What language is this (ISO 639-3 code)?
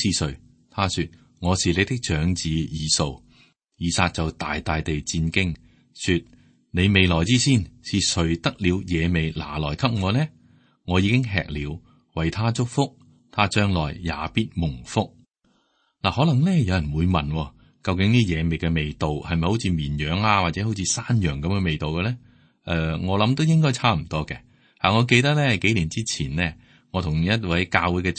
yue